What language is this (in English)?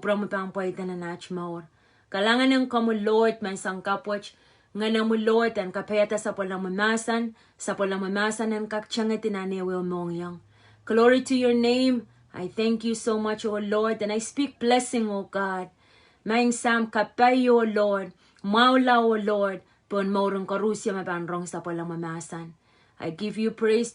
Pohnpeian